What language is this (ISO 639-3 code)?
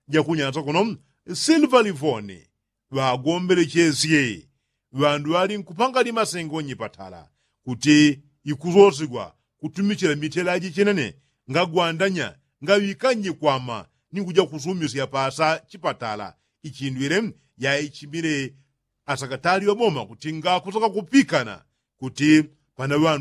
yao